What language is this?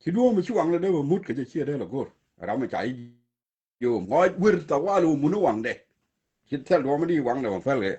Nuer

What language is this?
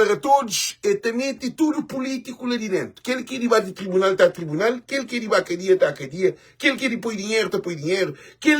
Kabuverdianu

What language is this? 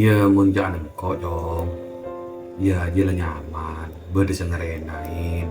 Madurese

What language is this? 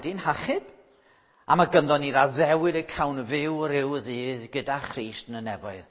Welsh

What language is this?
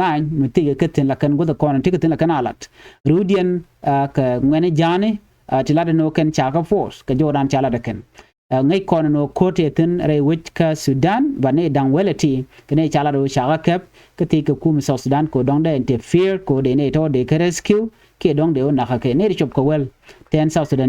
Nuer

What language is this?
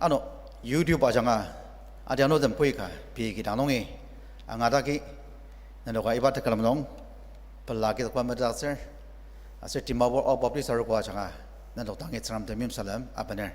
Ao Naga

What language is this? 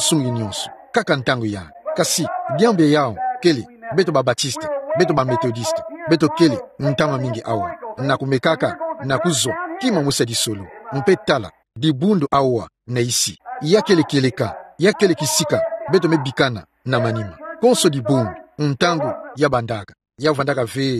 Kituba (Democratic Republic of Congo)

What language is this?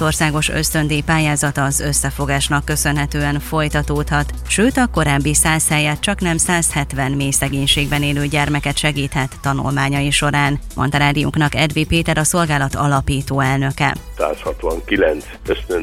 Hungarian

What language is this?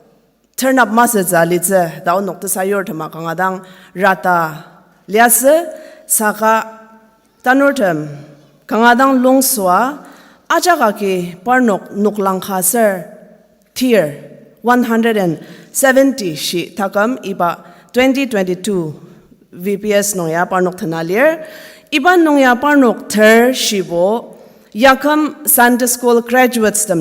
Ao Naga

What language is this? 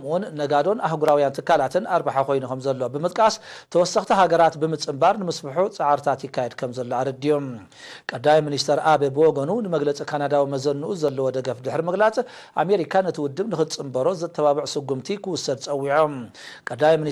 Tigrinya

